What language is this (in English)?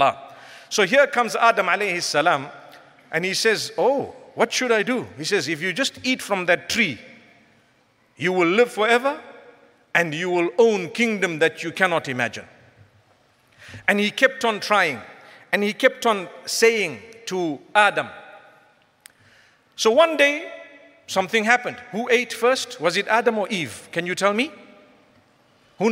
English